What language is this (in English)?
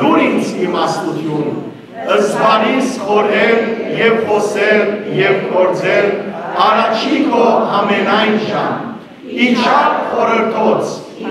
Western Armenian